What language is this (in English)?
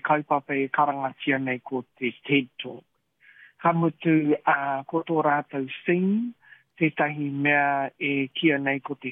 Māori